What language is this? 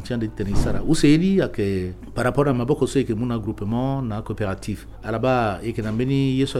Sango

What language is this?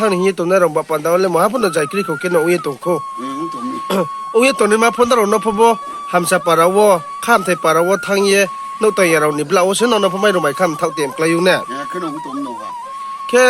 Riang (India)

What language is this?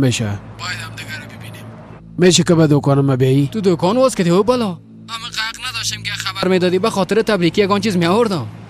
Persian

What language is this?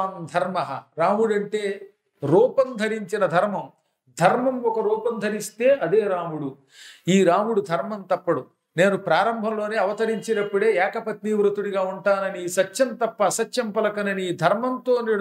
Telugu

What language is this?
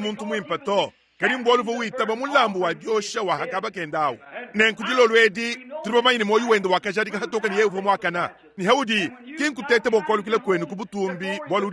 Luba-Lulua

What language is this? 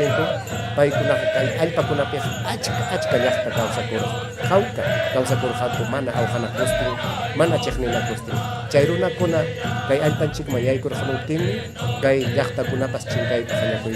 Ayacucho Quechua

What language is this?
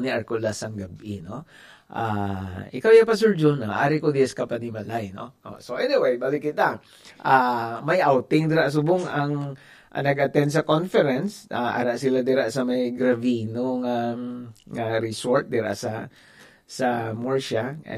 Hiligaynon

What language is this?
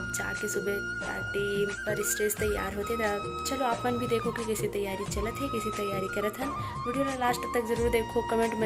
Chhattisgarhi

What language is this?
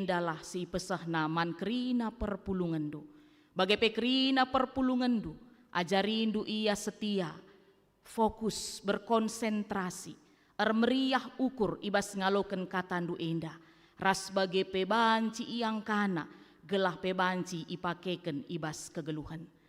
Batak Karo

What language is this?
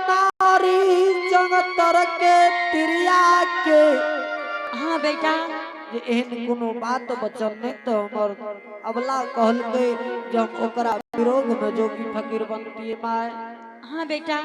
Angika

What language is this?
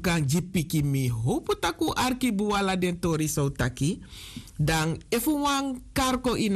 Sranan Tongo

